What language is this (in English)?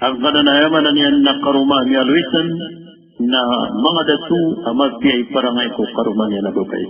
Maranao